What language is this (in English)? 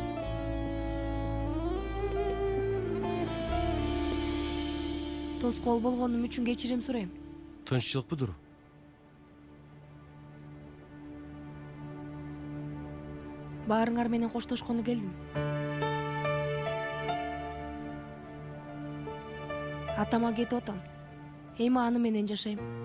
Kyrgyz